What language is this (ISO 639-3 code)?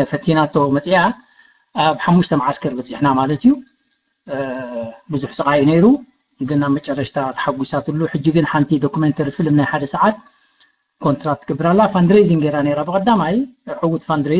tir